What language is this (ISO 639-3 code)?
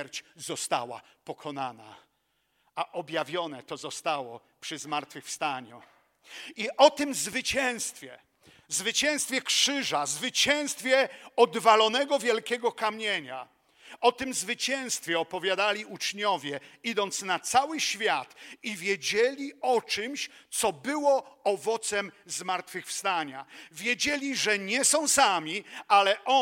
pol